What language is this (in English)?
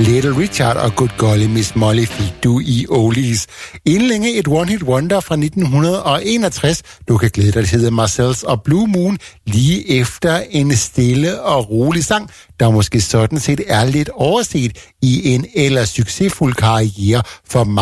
Danish